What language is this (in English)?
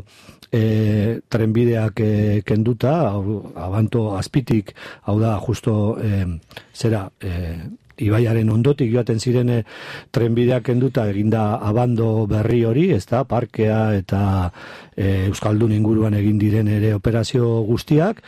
Basque